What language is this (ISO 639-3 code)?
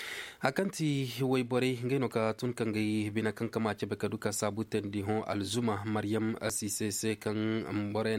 ses